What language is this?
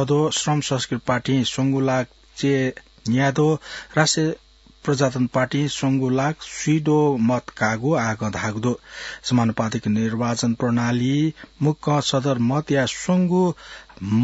Newari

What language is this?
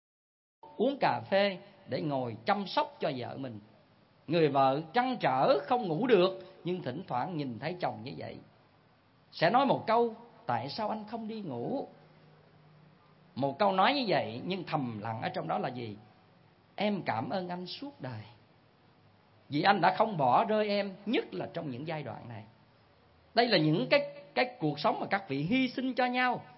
Vietnamese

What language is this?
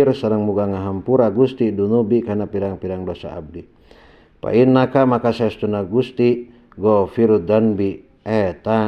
Sundanese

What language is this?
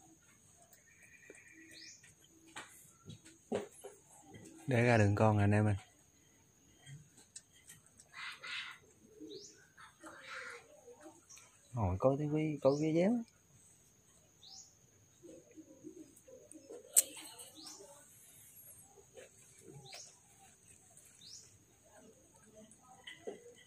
Vietnamese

